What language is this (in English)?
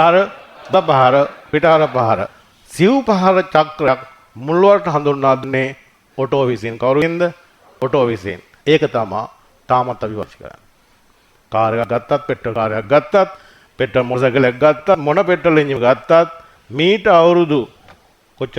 Sinhala